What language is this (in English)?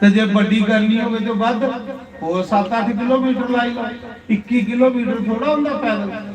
Dogri